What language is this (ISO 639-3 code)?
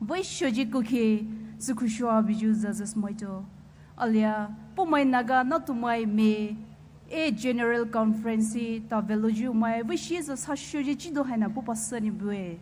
pmx